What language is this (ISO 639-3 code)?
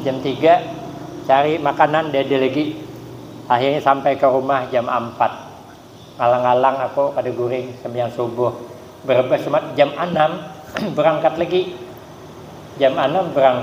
bjn